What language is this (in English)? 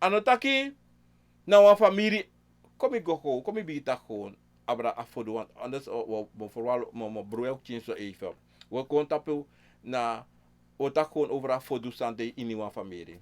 Sranan Tongo